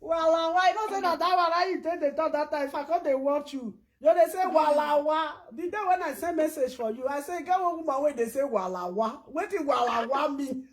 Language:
Nigerian Pidgin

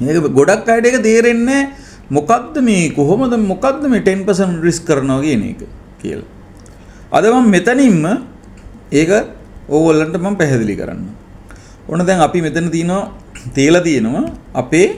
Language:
Sinhala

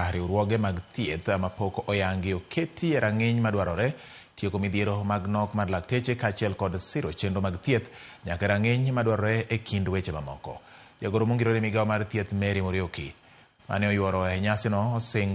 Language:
Luo (Kenya and Tanzania)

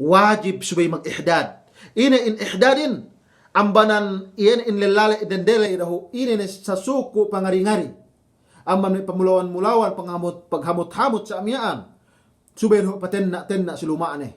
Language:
Yakan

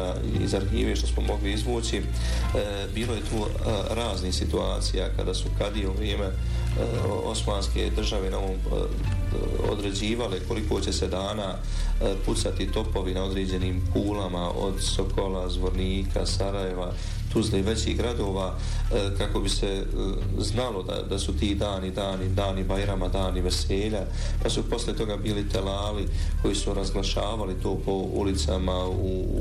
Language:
Bosnian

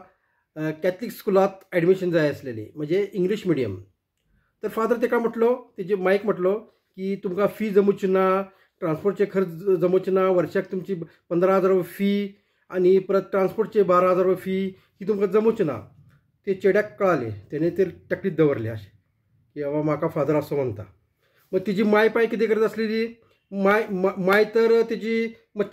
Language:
Konkani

